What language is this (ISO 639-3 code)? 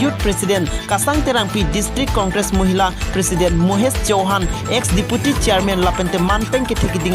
mjw